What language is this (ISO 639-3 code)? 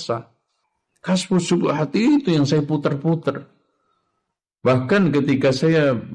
ind